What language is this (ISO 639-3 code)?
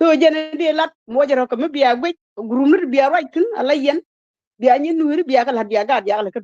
nus